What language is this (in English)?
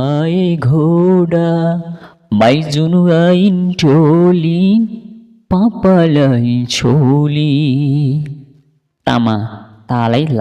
Nepali